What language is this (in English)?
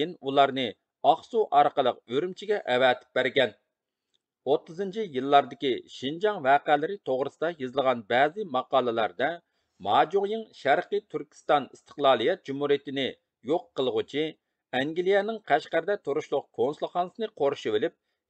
Uyghur